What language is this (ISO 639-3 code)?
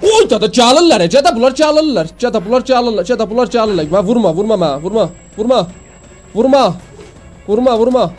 azb